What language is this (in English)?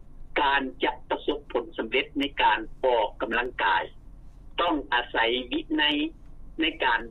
Lao